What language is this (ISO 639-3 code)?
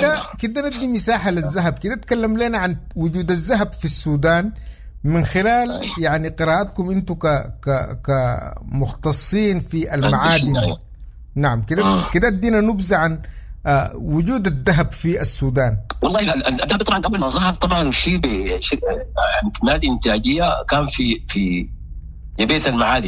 apd